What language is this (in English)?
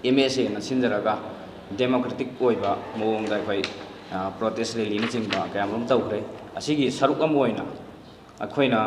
Manipuri